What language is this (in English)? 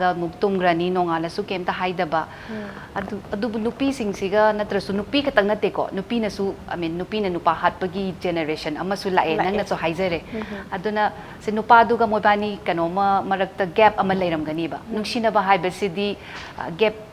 Manipuri